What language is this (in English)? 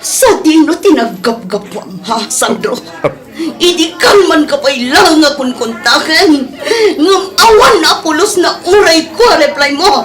Iloko